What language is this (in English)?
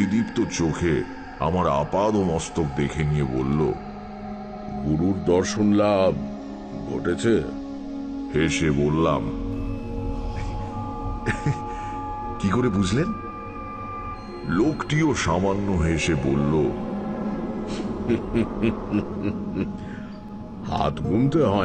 Bangla